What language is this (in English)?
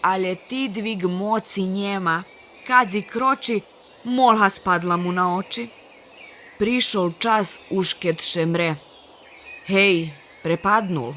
Rusyn